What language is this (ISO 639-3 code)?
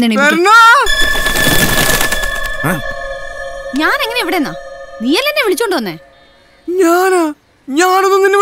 mal